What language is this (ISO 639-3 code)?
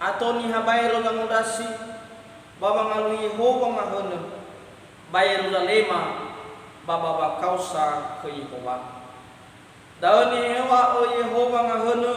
nia